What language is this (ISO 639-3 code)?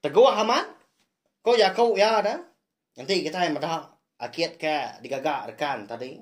iba